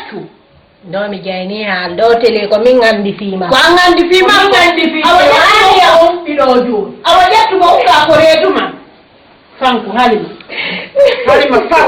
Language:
Fula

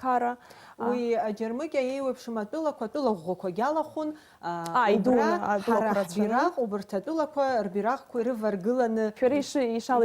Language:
Abkhazian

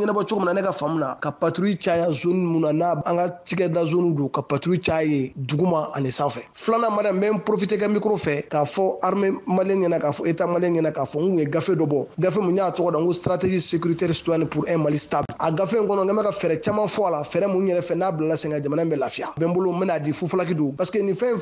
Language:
Bambara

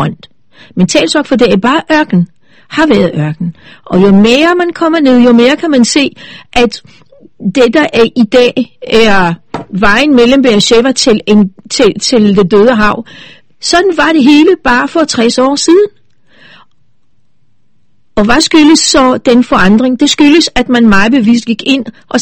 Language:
Danish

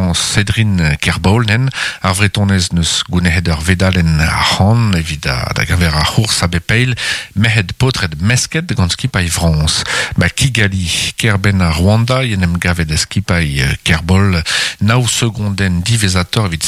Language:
Breton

